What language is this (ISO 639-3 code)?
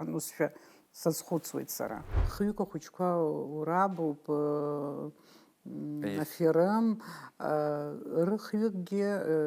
abk